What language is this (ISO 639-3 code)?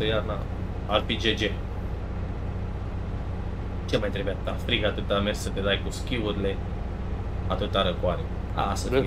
ron